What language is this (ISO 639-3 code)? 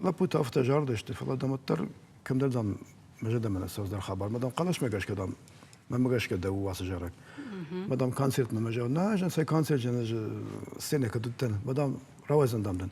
oss